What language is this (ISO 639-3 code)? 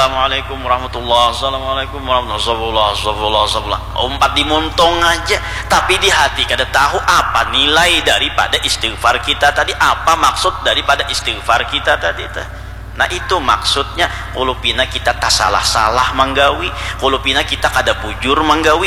bjn